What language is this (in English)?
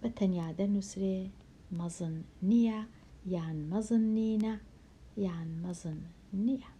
Central Kurdish